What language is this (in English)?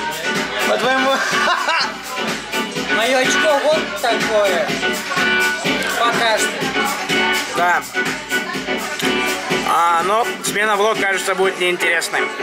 Russian